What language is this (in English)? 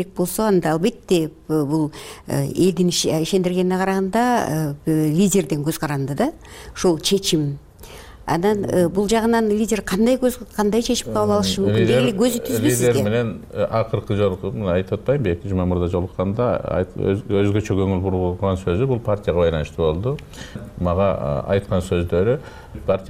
Kyrgyz